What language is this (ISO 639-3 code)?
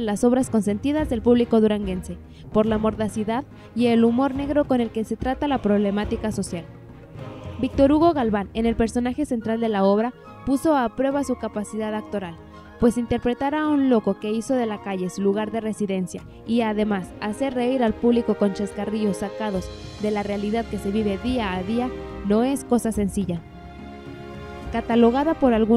spa